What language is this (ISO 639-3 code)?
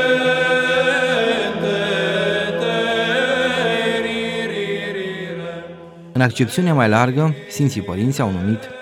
ron